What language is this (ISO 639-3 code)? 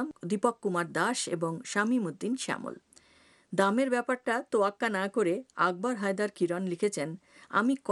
ben